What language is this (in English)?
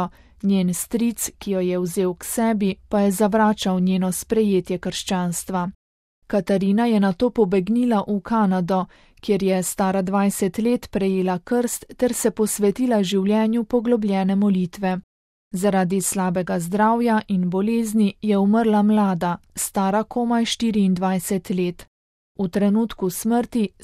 Slovenian